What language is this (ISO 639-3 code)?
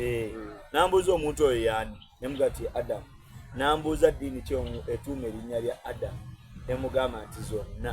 xog